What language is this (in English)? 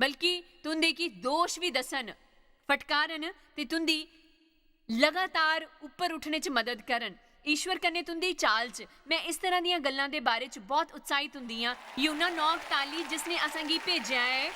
Dogri